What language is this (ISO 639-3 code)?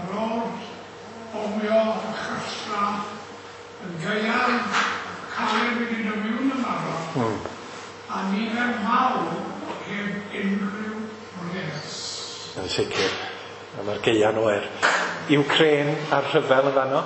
cym